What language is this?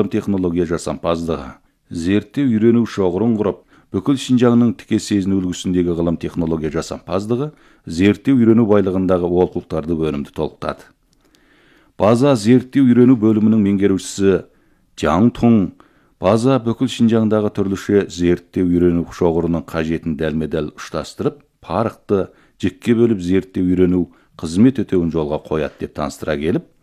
Kazakh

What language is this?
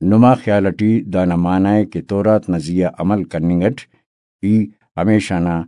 Brahui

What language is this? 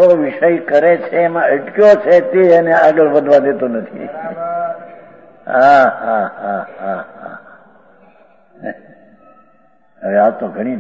Gujarati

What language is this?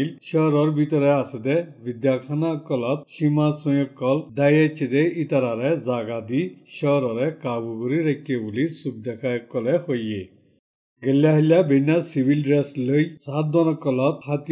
Bangla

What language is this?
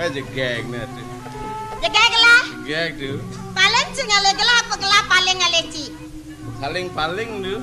Balinese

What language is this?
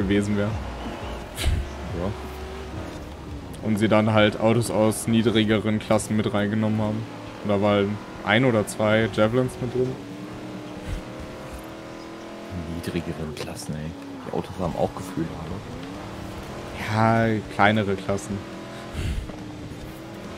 German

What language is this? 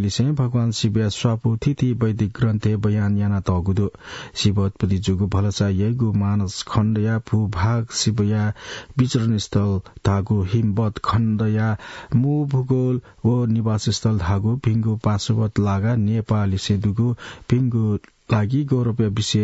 Newari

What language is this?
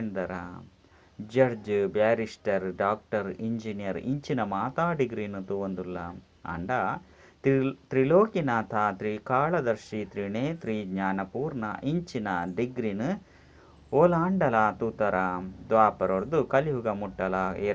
Tulu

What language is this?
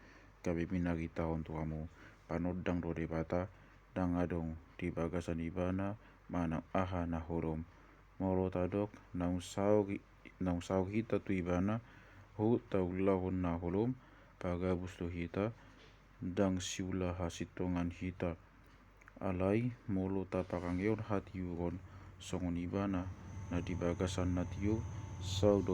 Batak Toba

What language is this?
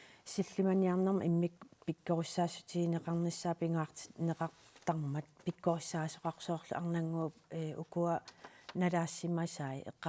Kalaallisut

